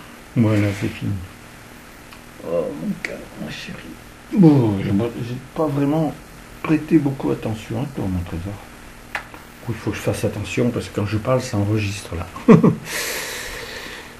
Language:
French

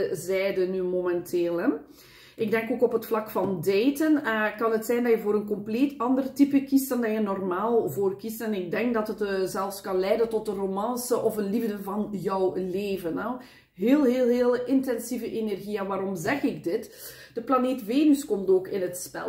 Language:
Dutch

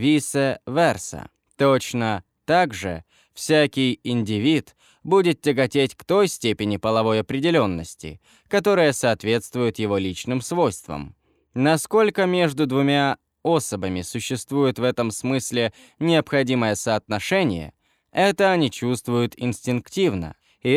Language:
Russian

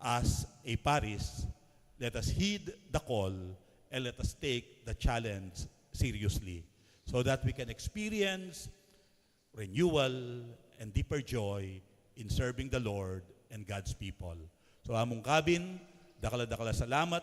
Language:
Pampanga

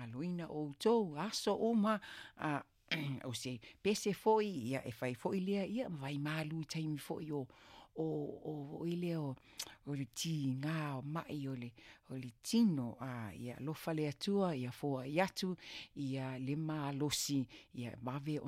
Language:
Samoan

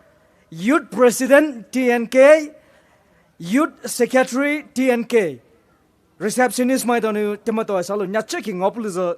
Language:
Poumei Naga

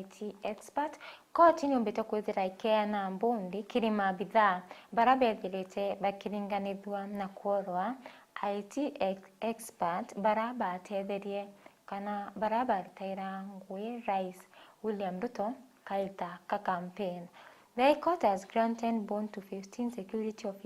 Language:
Meru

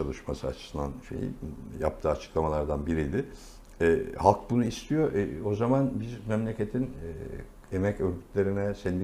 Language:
Turkish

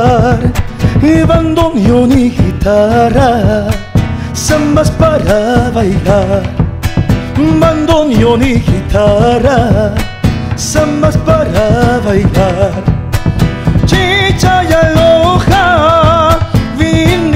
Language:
Spanish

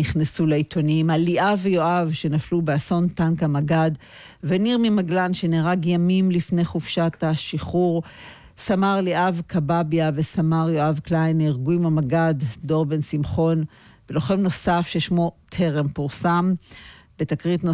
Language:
Hebrew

